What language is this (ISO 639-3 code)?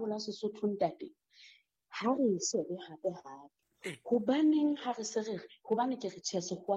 sot